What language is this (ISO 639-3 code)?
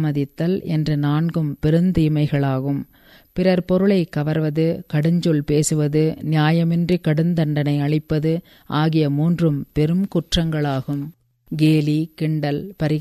tam